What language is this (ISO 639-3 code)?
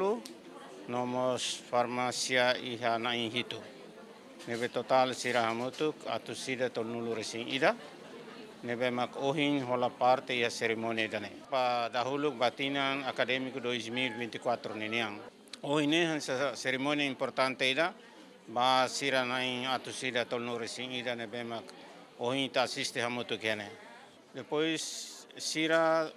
tet